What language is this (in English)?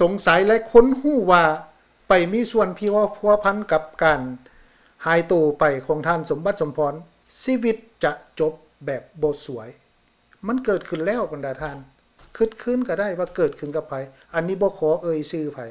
Lao